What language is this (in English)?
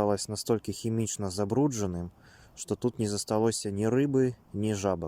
Belarusian